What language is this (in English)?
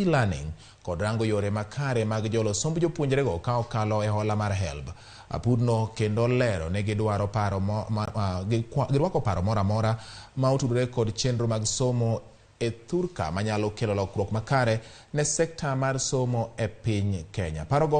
Luo (Kenya and Tanzania)